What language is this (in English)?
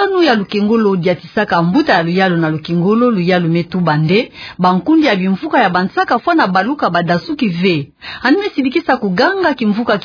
Kituba (Democratic Republic of Congo)